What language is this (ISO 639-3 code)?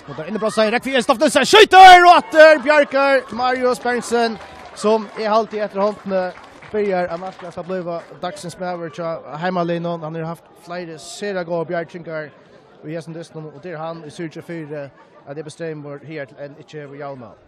fao